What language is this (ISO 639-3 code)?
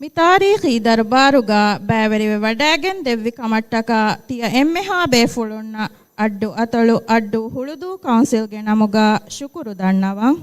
div